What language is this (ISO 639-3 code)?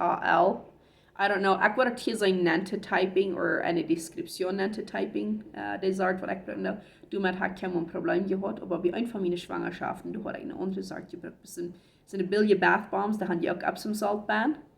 pdt